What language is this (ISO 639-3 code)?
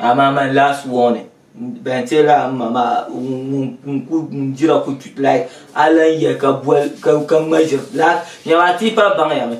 dag